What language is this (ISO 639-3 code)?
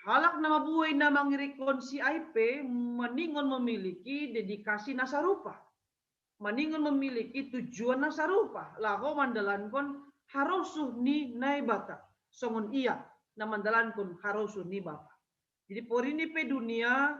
bts